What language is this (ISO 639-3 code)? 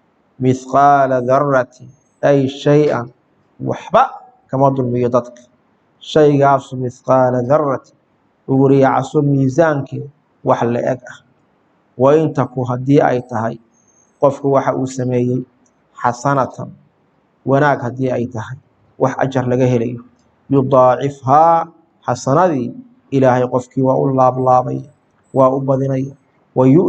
som